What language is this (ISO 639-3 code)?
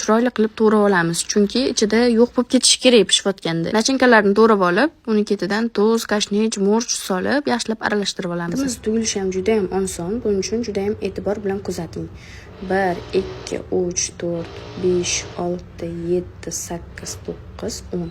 uzb